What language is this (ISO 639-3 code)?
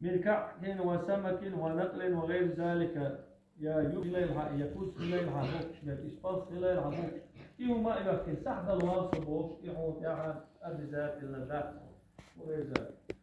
che